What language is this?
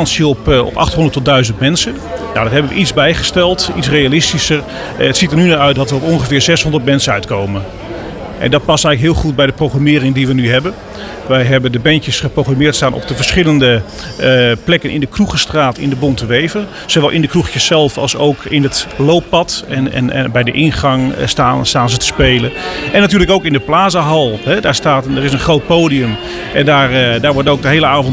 Dutch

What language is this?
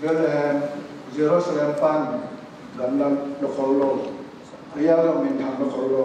Tedim Chin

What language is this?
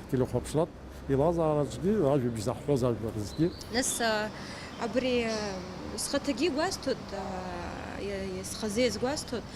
Abkhazian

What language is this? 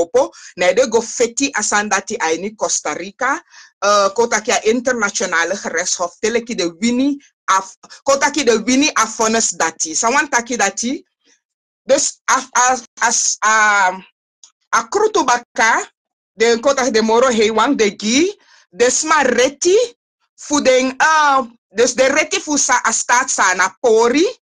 Sranan Tongo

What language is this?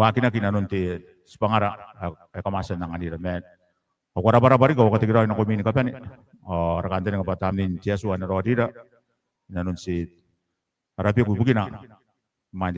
Gilbertese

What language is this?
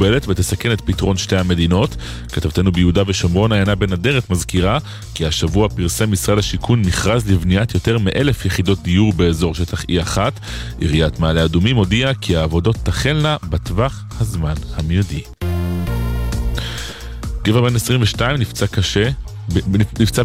Hebrew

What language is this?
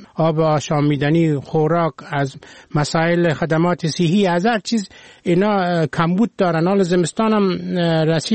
Persian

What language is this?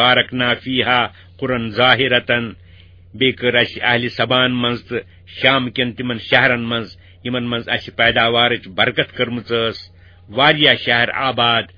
Kashmiri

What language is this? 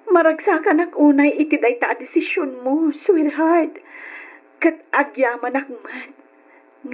Iloko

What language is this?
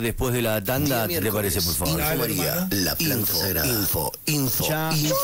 Spanish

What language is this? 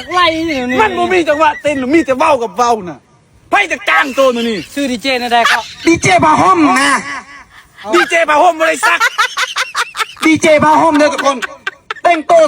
Lao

